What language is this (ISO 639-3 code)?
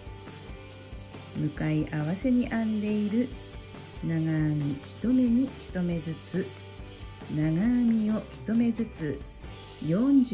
jpn